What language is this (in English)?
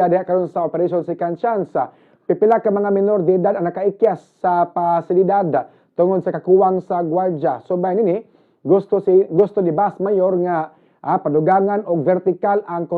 Cebuano